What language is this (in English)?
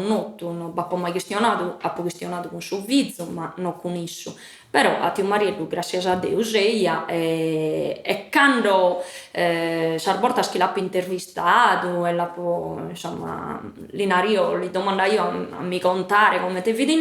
Sardinian